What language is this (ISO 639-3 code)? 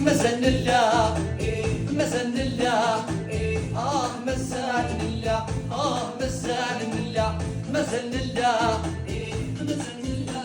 kab